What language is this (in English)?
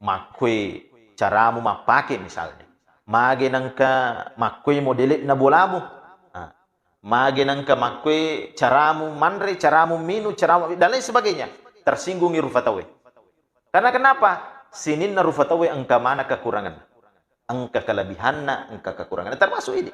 Buginese